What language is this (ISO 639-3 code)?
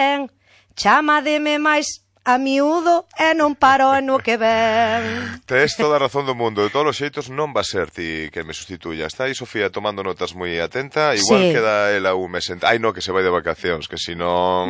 glg